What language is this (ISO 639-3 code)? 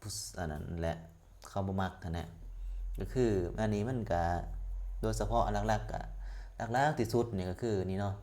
lao